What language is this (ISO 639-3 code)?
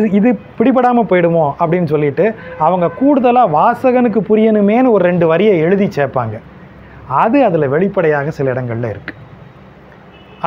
tam